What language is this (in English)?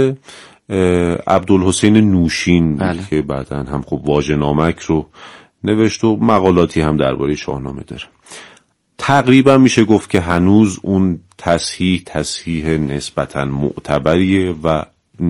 Persian